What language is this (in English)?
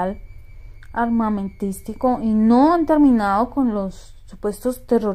Spanish